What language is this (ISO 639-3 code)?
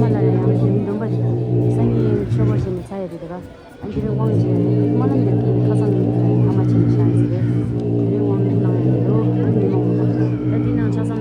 bod